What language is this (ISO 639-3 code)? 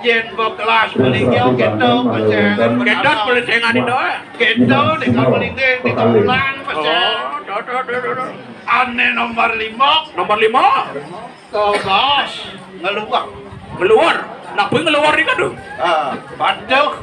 ban